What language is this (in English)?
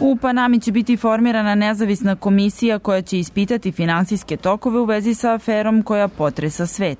Serbian